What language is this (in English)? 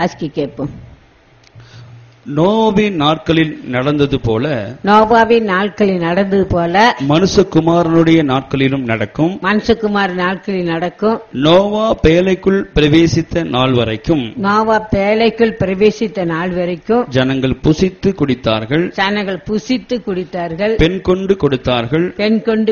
Tamil